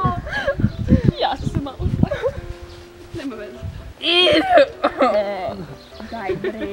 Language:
Croatian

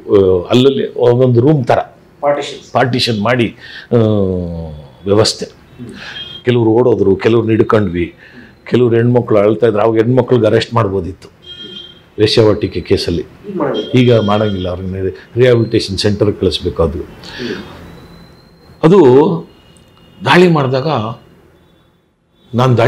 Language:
Kannada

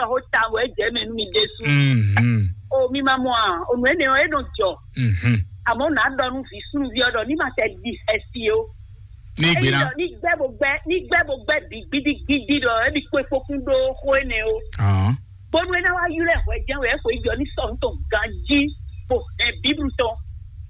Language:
Fon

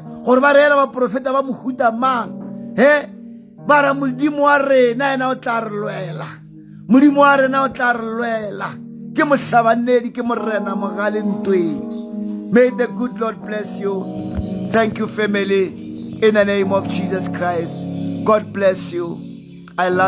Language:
Northern Sotho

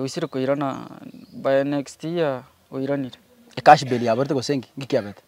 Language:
Gusii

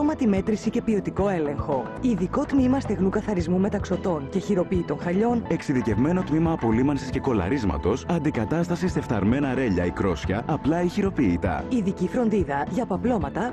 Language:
Greek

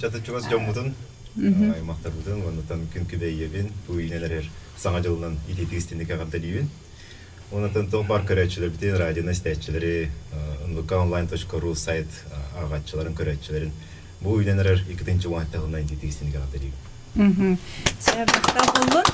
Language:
Yakut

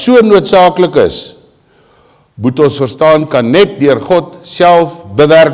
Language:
Afrikaans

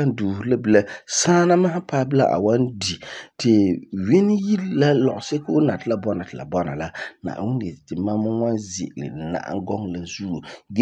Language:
Frafra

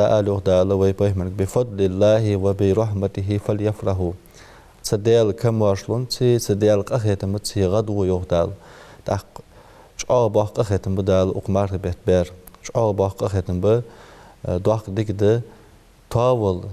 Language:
Ingush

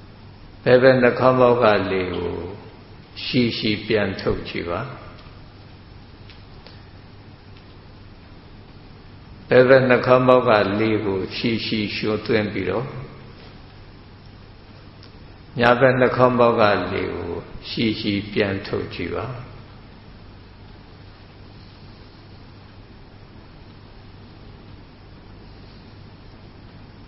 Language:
Burmese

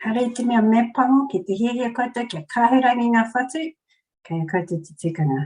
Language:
Māori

